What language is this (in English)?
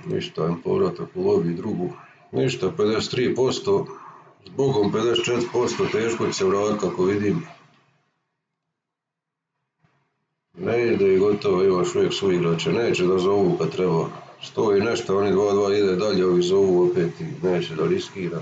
Croatian